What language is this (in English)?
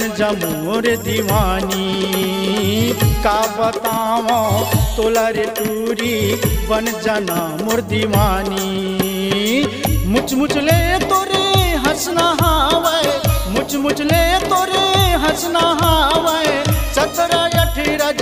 Chhattisgarhi